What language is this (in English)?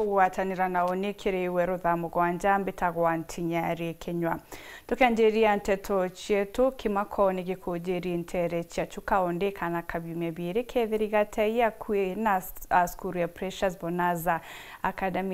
Meru